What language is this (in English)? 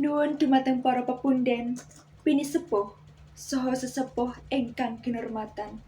Javanese